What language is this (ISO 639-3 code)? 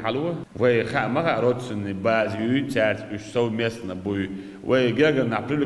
che